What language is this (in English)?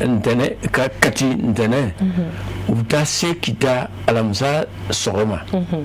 Bambara